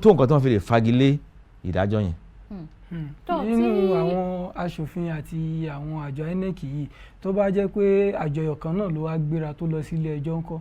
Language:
Yoruba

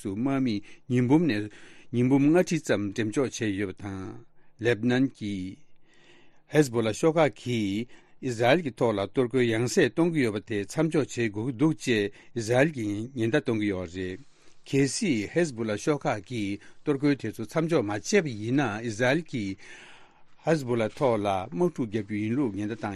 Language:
Tibetan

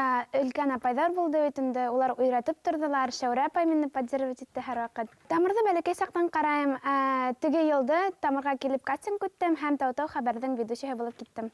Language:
Bashkir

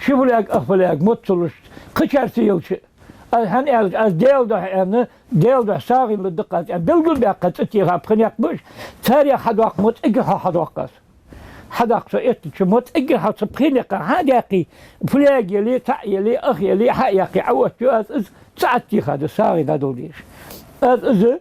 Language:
Ingush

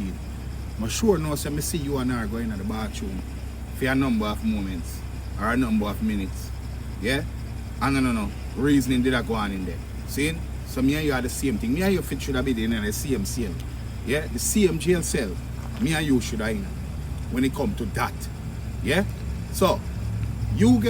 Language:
Jamaican Creole English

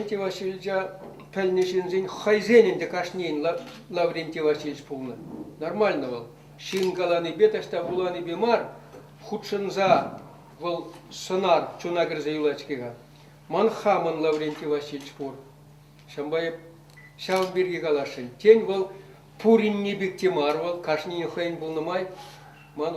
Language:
Chuvash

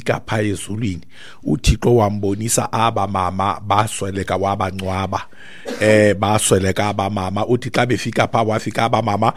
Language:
Xhosa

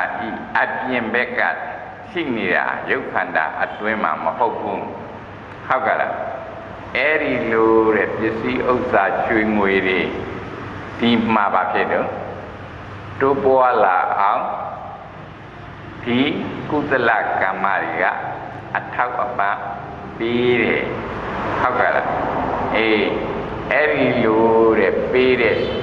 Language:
Burmese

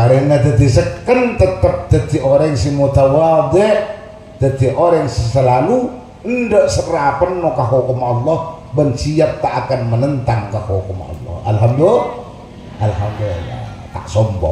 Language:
Madurese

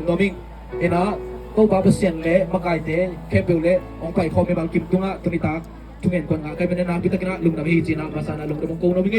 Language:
Tedim Chin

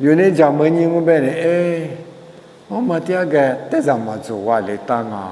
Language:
Lisu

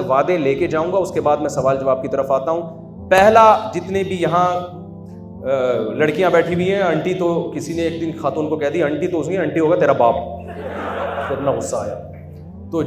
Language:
Urdu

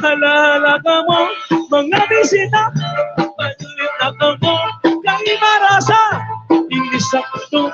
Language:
Waray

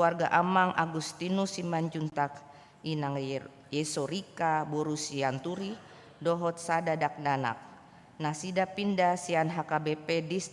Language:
Batak Toba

